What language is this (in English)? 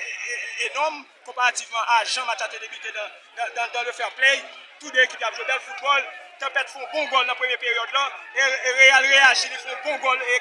Haitian Creole